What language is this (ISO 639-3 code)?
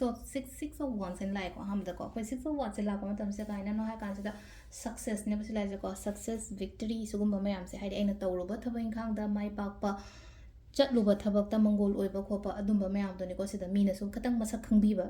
mni